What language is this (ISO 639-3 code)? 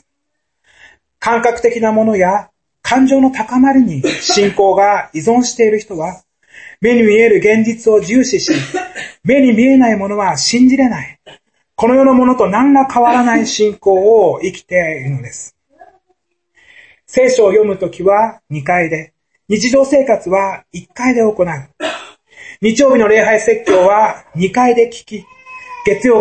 jpn